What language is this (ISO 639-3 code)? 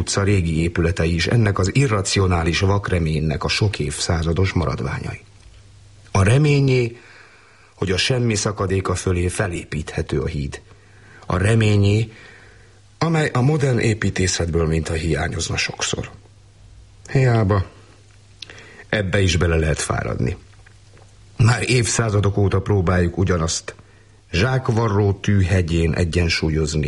hun